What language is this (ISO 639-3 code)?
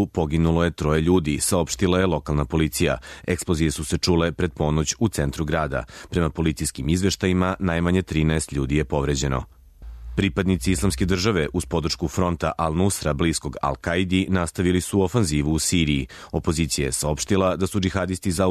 srp